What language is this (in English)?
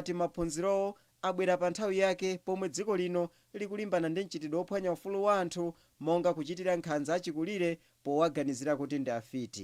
Nyanja